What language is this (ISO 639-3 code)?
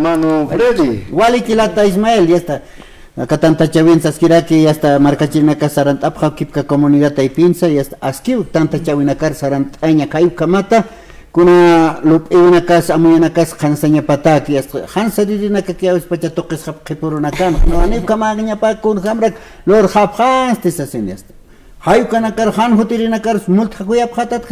aym